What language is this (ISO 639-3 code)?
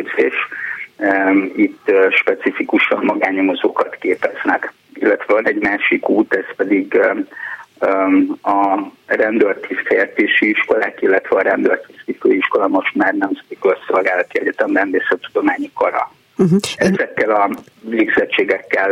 hun